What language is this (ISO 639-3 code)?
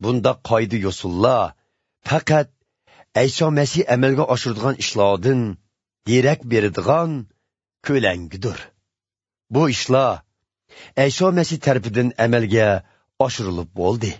uig